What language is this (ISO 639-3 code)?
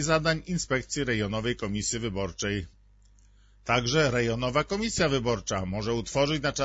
pol